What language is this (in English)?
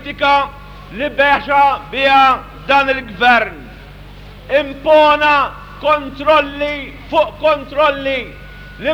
Maltese